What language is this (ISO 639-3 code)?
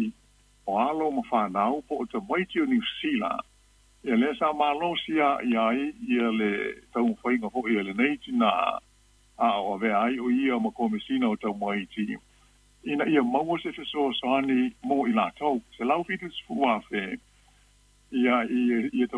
smo